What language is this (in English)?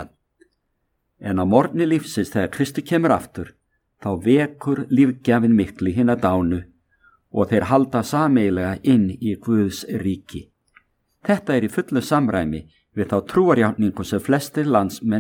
Icelandic